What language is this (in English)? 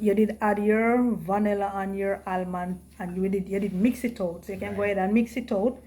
Jamaican Creole English